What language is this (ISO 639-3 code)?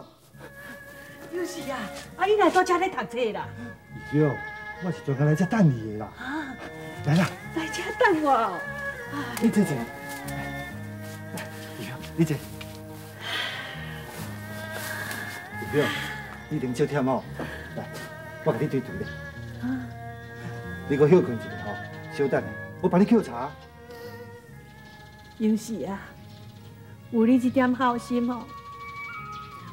nan